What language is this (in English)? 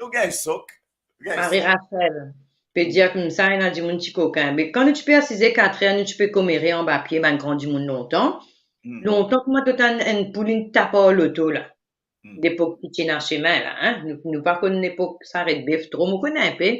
Morisyen